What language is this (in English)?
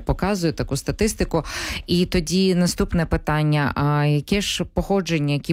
Ukrainian